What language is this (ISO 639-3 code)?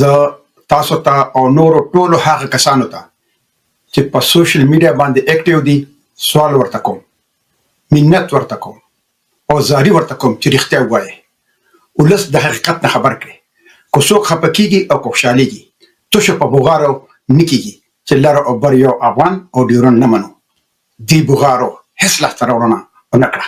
pus